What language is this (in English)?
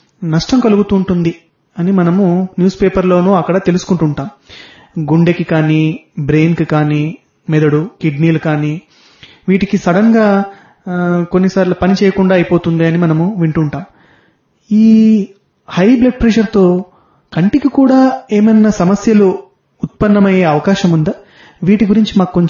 Telugu